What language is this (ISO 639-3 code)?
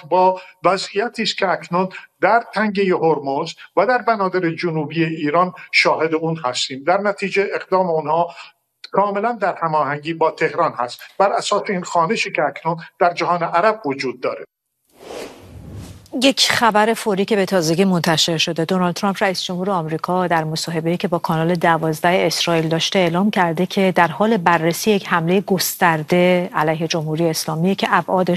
fas